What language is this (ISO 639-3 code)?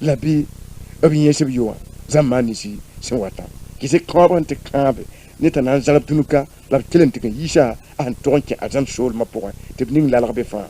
mos